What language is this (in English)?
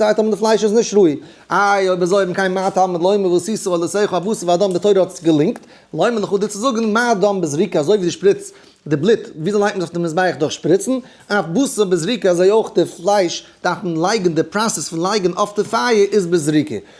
Yiddish